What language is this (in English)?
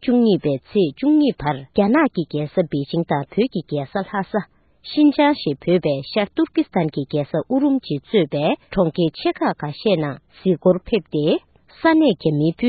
Tibetan